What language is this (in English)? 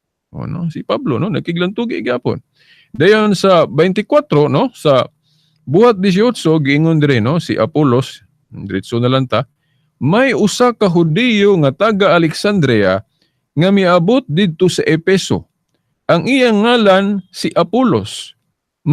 Cebuano